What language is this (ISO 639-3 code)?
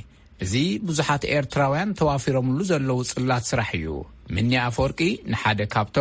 tir